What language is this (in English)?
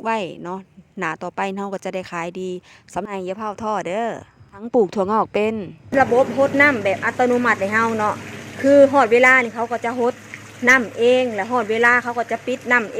Northeastern Thai